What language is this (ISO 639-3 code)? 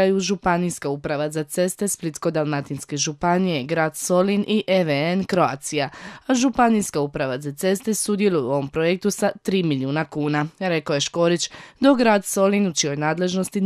hrv